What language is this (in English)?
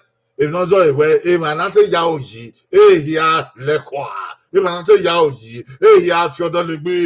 Bini